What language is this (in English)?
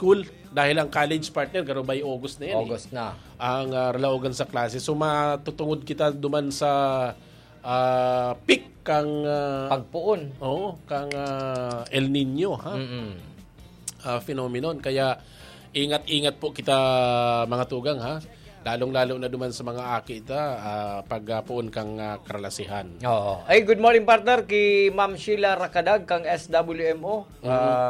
Bikol